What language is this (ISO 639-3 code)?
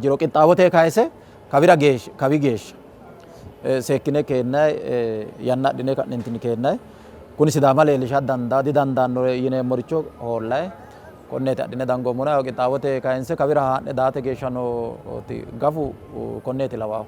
sid